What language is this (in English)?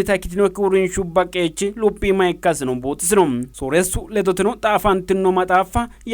Sidamo